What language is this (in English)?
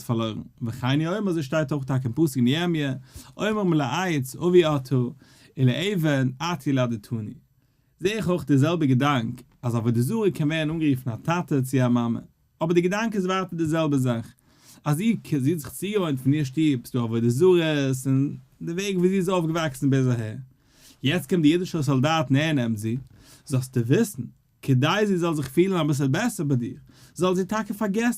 Yiddish